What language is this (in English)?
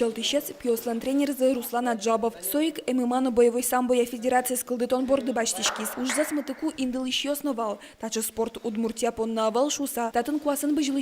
Udmurt